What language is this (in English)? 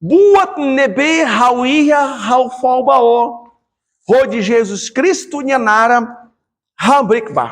Tetum